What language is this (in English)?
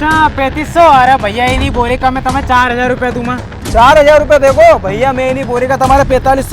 Rajasthani